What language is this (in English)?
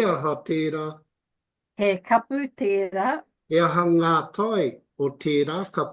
Māori